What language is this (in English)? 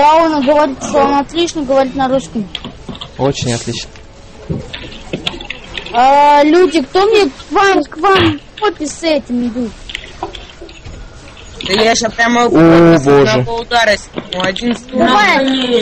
Russian